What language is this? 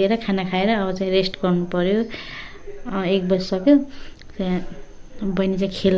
Nepali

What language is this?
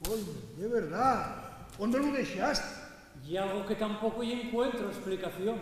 Asturian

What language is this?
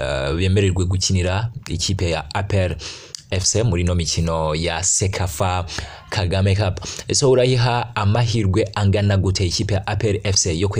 Kinyarwanda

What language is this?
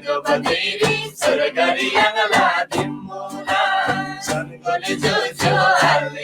Eastern Tamang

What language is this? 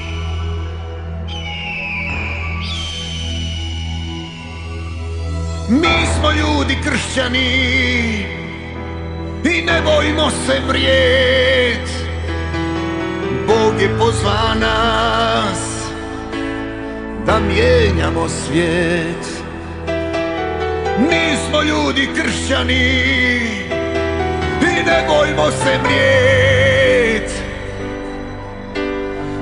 Croatian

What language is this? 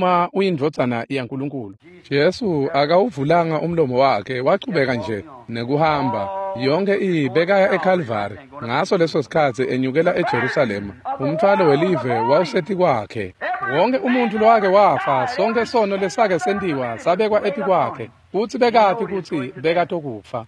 Swati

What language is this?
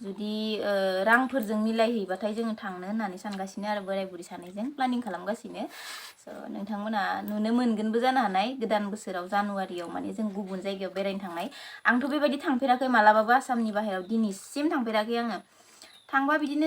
Bodo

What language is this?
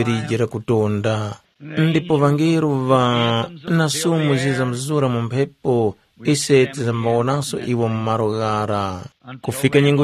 Tumbuka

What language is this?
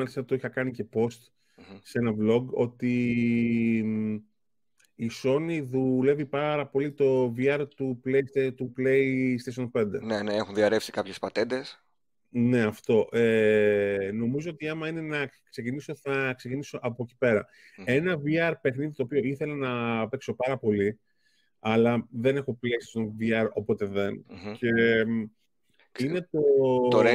Greek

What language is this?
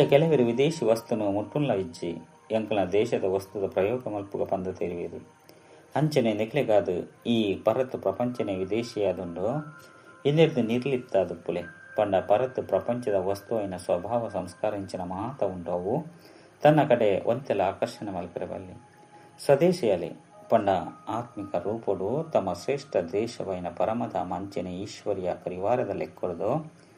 Tulu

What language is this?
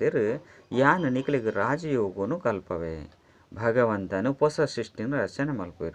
Tulu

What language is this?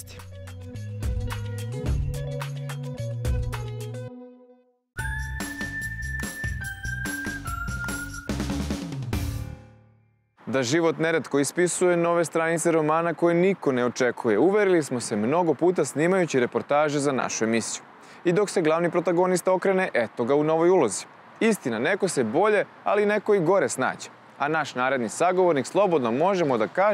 Serbian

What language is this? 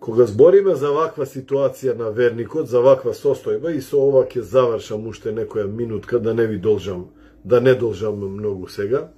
Macedonian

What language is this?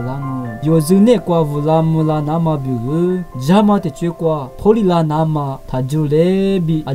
Lisu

